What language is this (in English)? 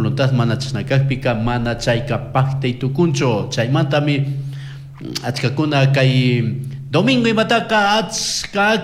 Chimborazo Highland Quichua